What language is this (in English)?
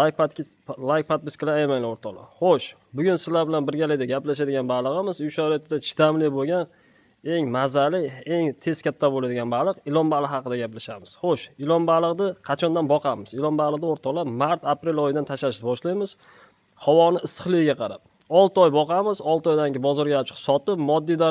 Uzbek